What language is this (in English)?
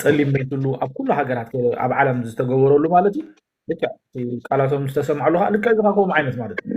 Tigrinya